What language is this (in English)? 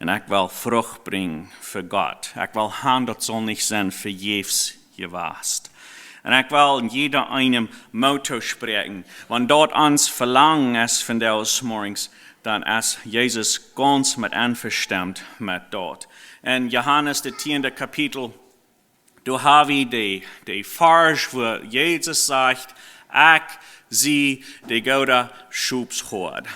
Plautdietsch